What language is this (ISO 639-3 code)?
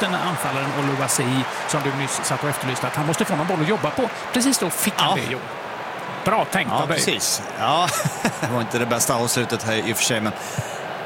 swe